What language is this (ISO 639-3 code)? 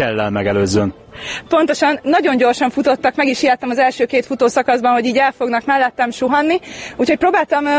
hun